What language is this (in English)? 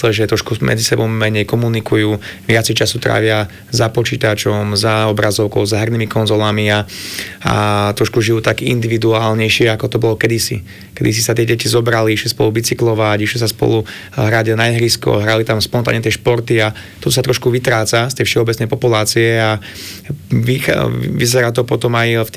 Slovak